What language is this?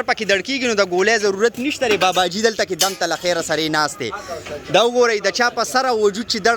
Pashto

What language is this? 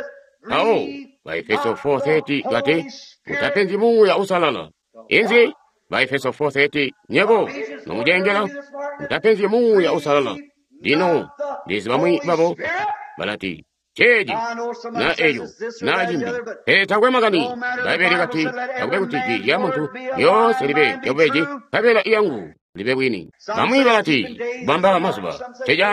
Tonga (Zambia)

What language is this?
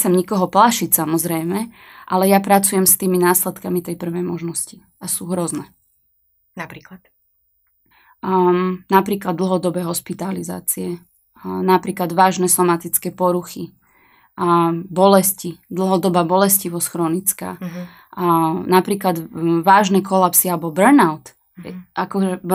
Slovak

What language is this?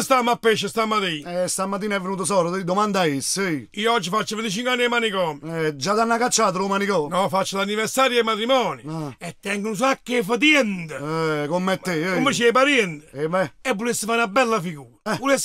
Neapolitan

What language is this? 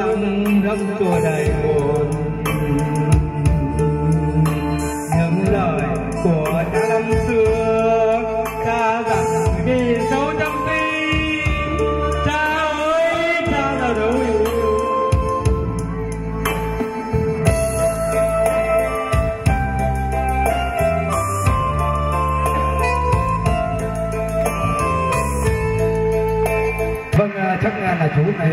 Vietnamese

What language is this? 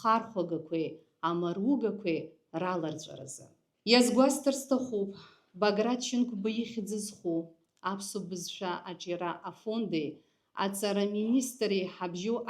Abkhazian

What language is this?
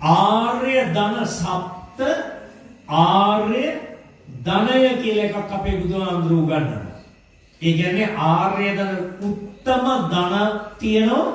Sinhala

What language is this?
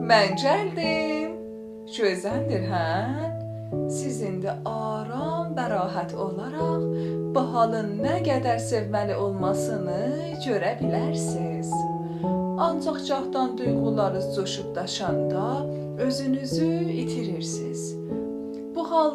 South Azerbaijani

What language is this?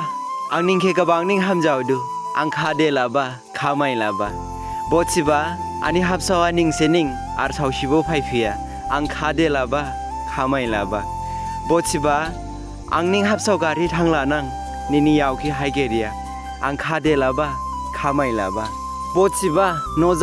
Dimasa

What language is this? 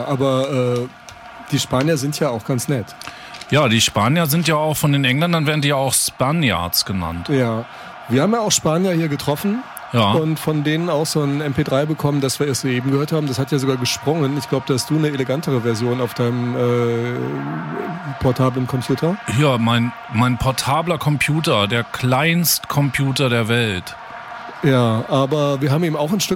German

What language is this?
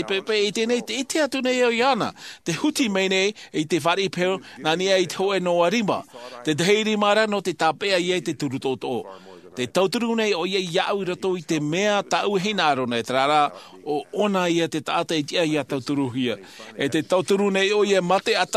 Tahitian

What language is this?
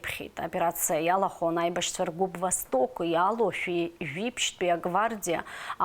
Abkhazian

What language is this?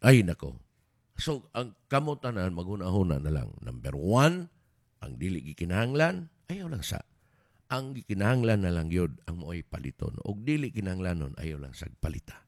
Cebuano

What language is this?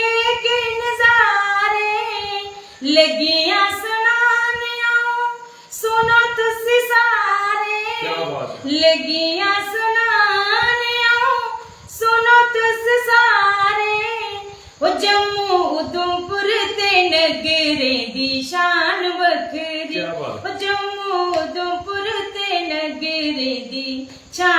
Dogri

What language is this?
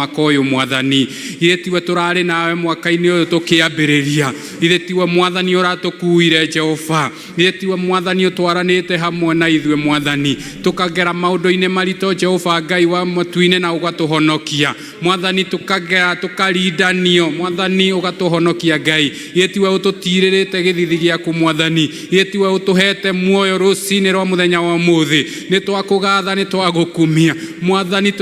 Kikuyu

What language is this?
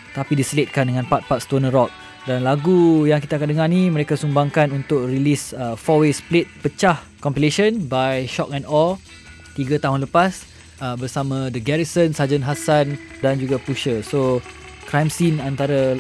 Malay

